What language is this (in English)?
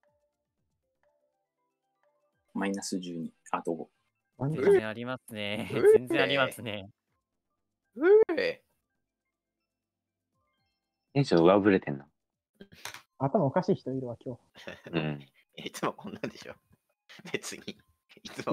Japanese